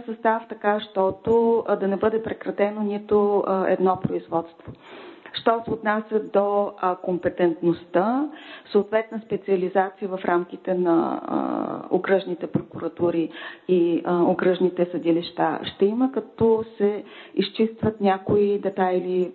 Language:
Bulgarian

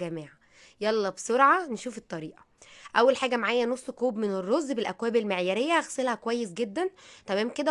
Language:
Egyptian Arabic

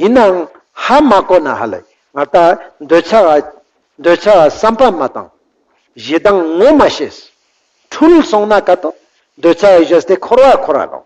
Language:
Ladakhi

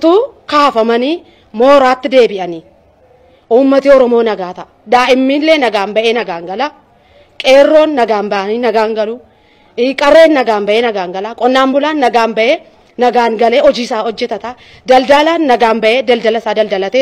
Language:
Oromo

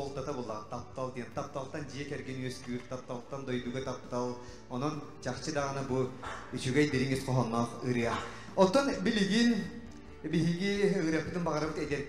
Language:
Yakut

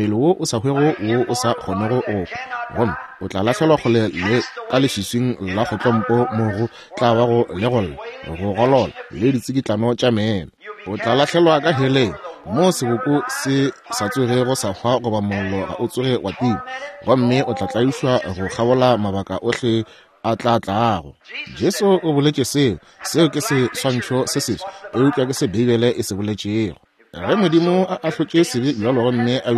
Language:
Northern Sotho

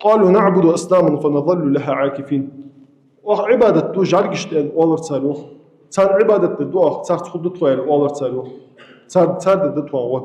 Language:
Ingush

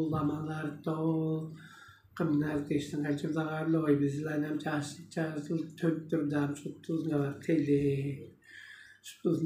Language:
Tuvinian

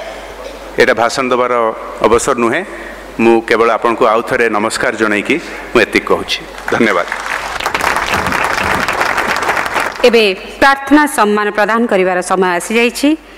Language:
Odia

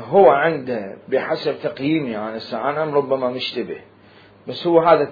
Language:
Mesopotamian Arabic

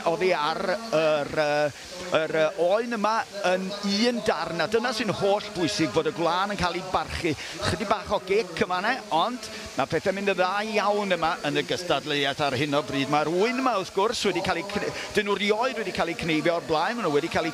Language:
Welsh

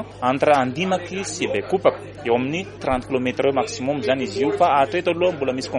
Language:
Malagasy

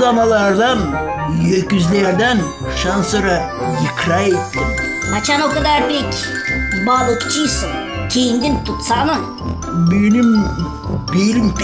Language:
Gagauz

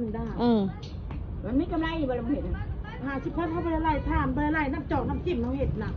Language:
Northeastern Thai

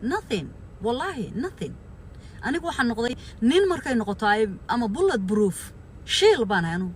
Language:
Somali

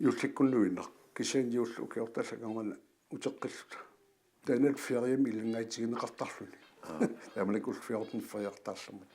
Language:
Kalaallisut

